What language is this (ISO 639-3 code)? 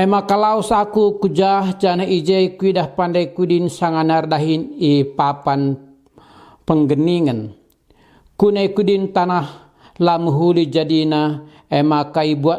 btx